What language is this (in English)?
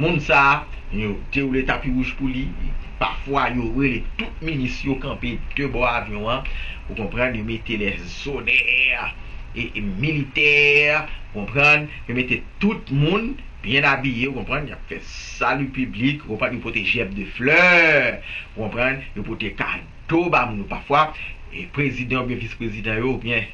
Haitian Creole